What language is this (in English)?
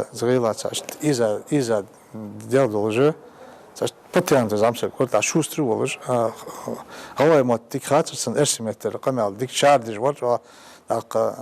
Ingush